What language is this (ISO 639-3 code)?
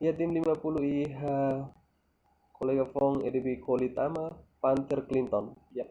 tet